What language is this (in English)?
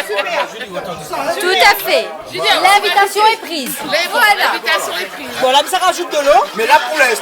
Réunion Creole French